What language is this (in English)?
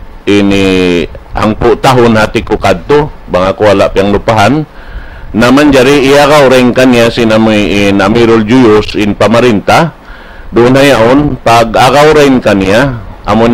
Tausug